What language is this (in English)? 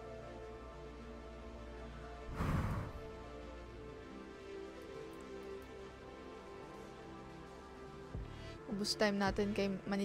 Filipino